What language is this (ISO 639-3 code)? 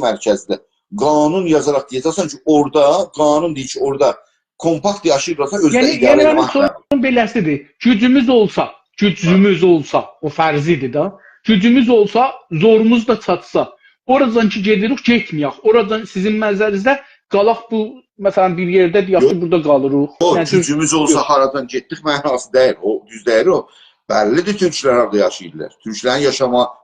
azb